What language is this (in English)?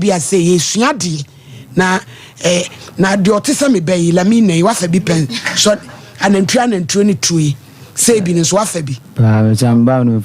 Akan